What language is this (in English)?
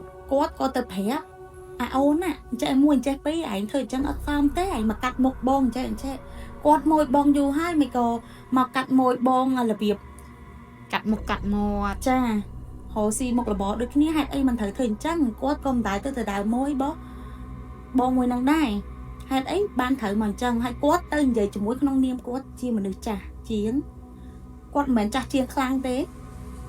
Khmer